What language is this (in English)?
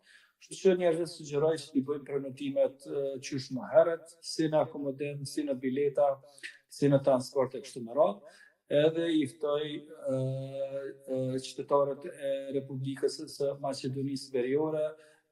Albanian